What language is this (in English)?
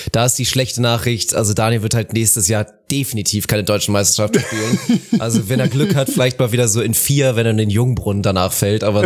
German